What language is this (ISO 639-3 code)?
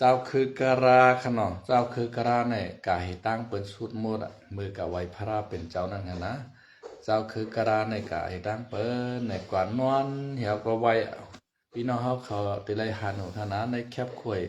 shn